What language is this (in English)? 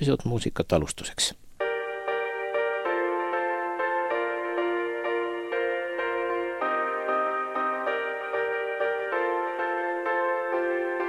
Estonian